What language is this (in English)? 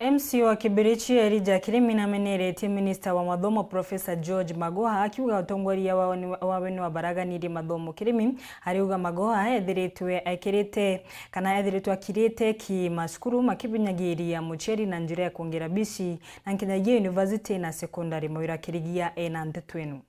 Meru